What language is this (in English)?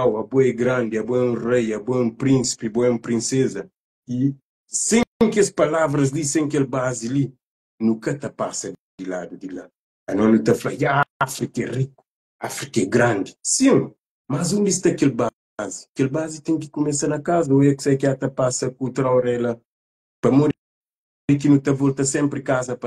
Kabuverdianu